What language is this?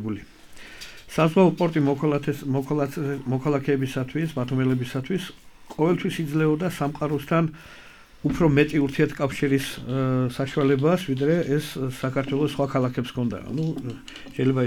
Georgian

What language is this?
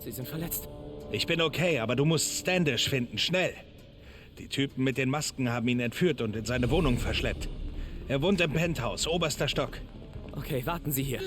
Bavarian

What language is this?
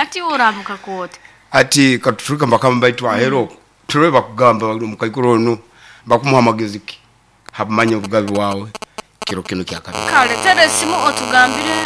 Nyankole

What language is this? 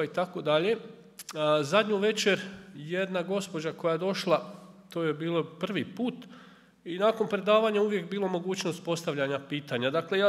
Croatian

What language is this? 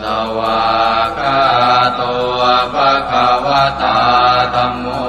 Pali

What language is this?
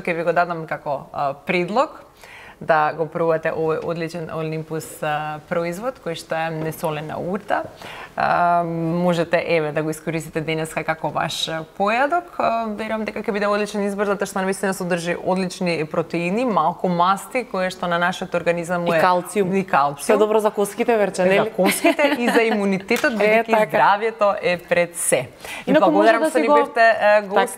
Macedonian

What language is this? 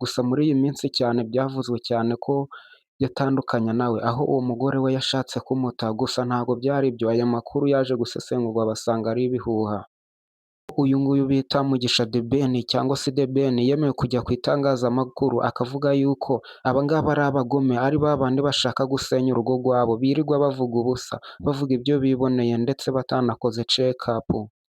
Kinyarwanda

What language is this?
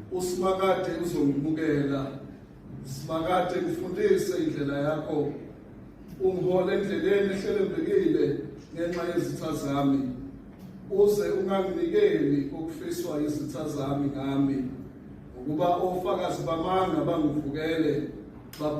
Zulu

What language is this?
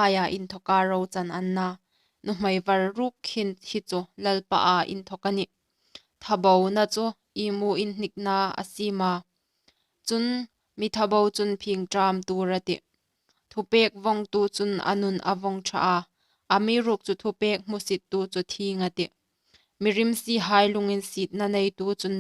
Hmar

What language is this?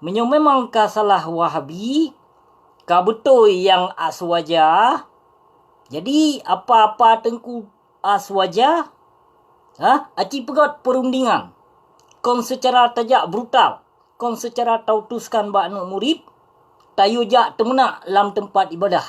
Achinese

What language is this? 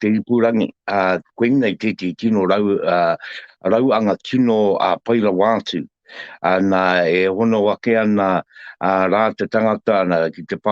Māori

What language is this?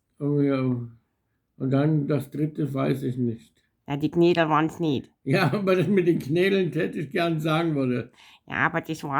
Bavarian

